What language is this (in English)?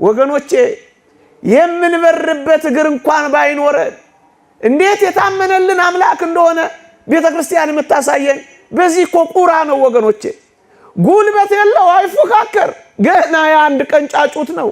Amharic